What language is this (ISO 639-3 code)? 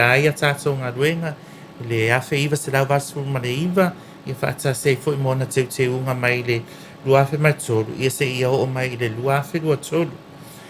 smo